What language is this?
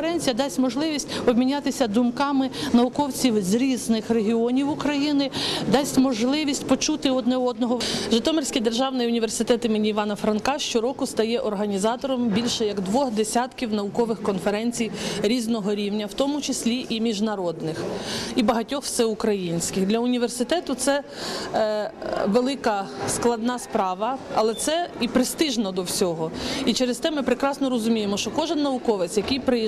Ukrainian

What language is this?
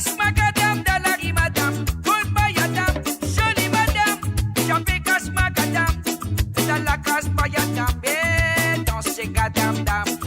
Morisyen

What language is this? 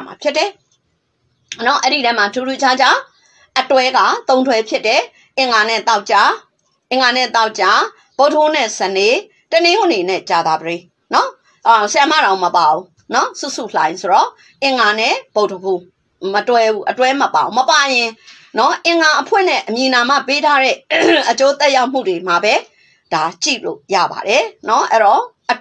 Burmese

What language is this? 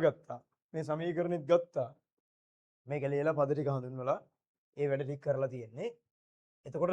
Sinhala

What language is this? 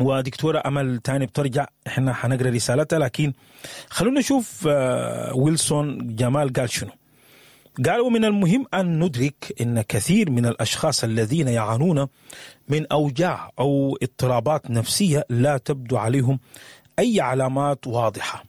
Sudanese Arabic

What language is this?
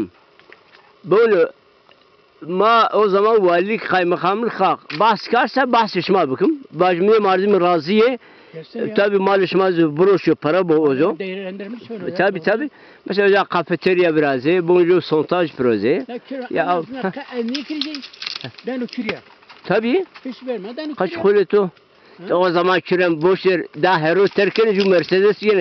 Zaza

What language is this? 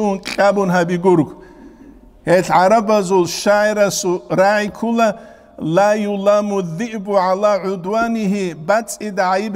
Avaric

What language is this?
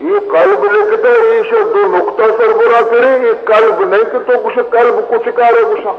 Baluchi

